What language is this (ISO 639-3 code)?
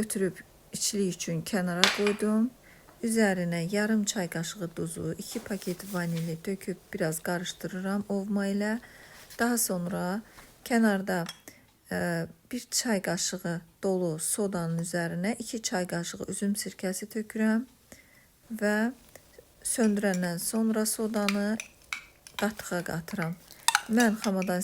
aze